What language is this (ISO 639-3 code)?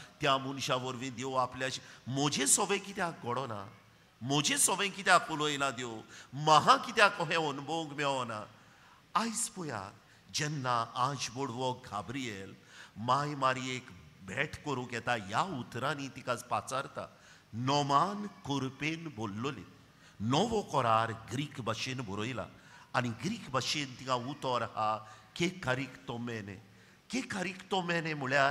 kok